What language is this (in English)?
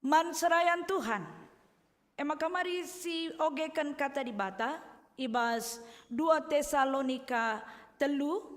Batak Karo